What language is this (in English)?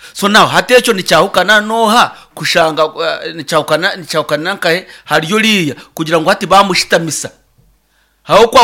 Nyankole